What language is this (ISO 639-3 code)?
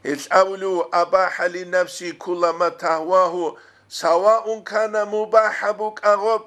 ava